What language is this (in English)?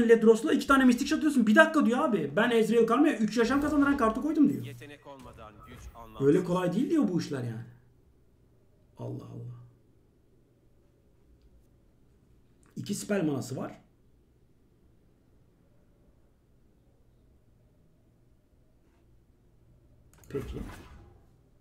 Turkish